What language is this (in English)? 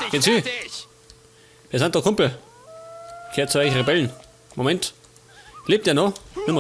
Bavarian